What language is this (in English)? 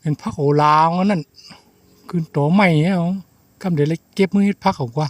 Shan